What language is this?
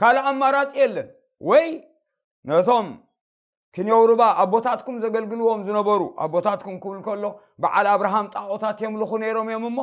Tigrinya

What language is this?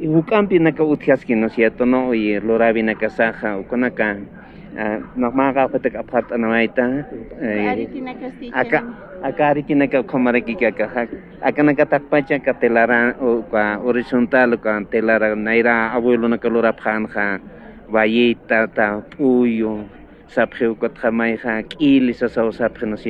Aymara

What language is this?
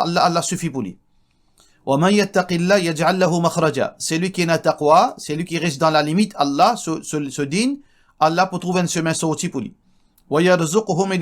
Morisyen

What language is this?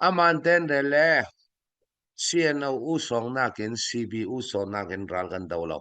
Falam Chin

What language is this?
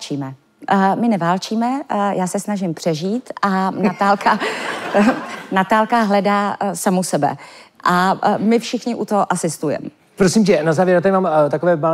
Czech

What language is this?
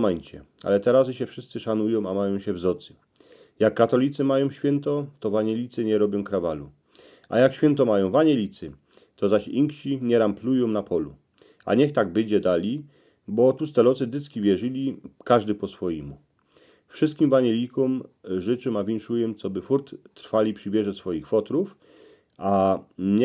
Silesian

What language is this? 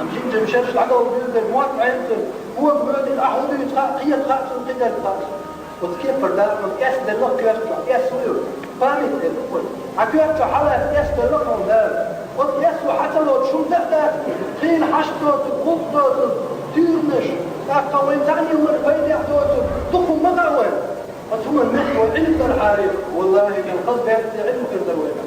Chechen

